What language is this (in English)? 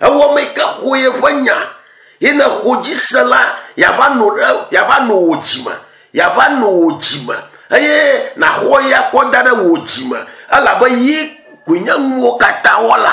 Ewe